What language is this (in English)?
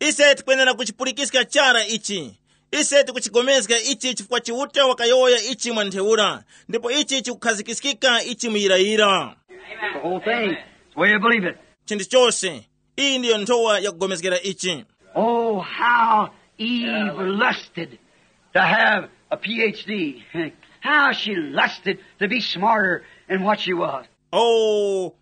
Tumbuka